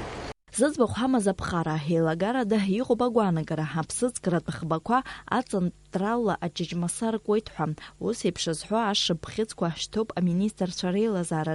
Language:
Abkhazian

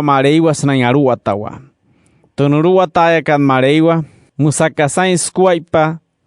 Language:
Wayuu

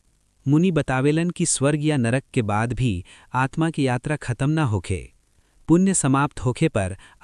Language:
Bhojpuri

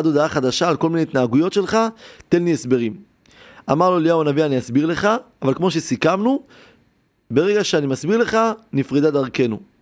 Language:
Hebrew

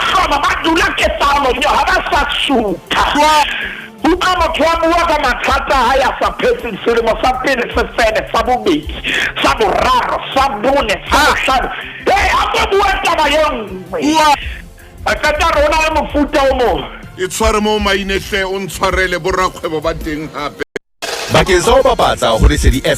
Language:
Southern Sotho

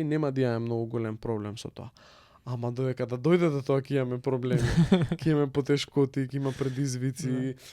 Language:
Macedonian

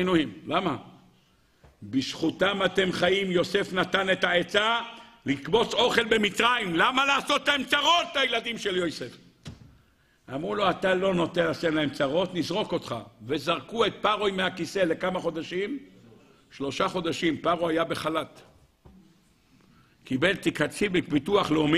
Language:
Hebrew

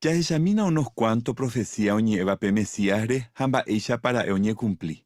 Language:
Guarani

